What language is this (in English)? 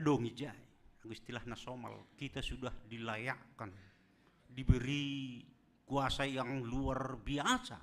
Batak Simalungun